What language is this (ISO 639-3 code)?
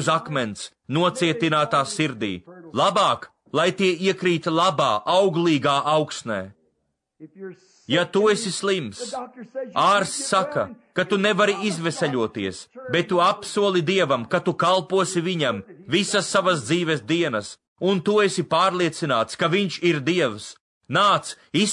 lav